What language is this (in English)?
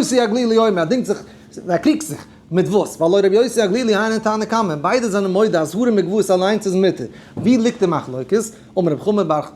Yiddish